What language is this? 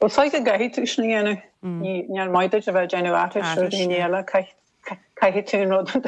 Irish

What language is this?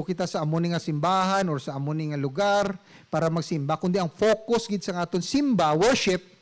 Hiligaynon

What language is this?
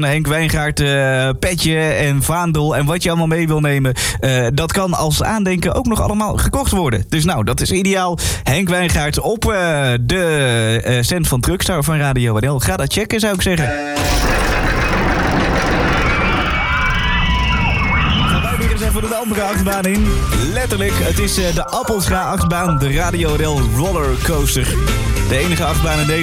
Dutch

